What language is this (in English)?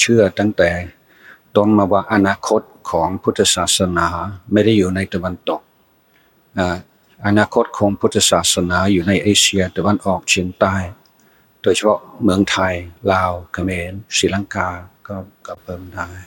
Thai